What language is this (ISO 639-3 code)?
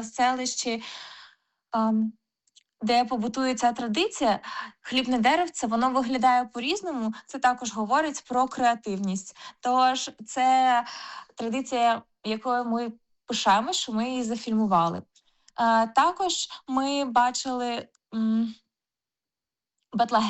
ukr